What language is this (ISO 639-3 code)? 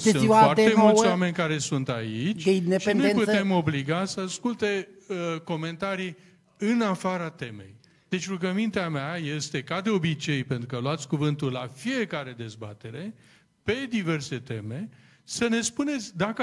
ron